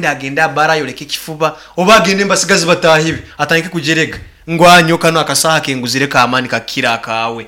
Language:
Nyankole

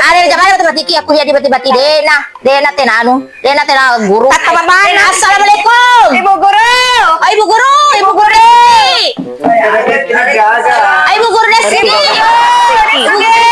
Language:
Buginese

